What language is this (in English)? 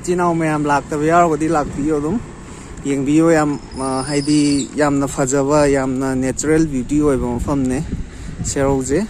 Manipuri